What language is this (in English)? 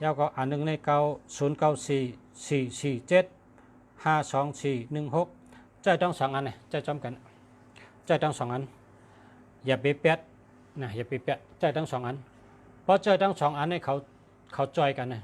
Shan